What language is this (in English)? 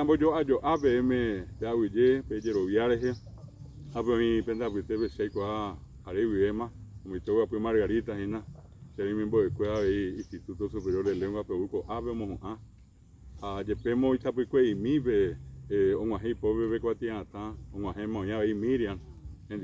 Guarani